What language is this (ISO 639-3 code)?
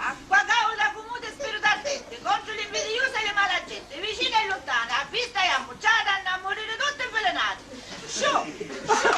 scn